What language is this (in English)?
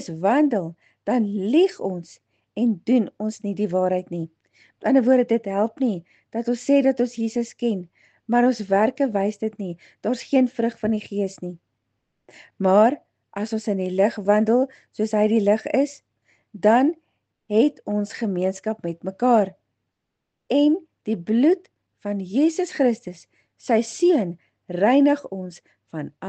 Afrikaans